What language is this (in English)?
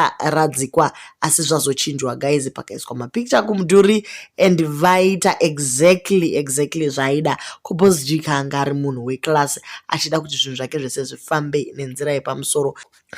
Shona